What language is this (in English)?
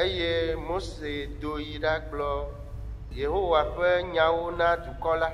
Ewe